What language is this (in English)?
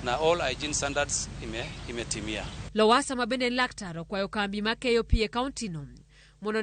Luo (Kenya and Tanzania)